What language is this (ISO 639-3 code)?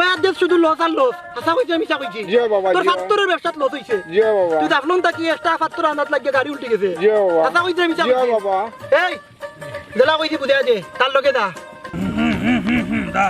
syl